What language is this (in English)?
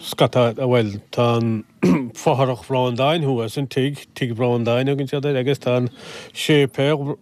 Irish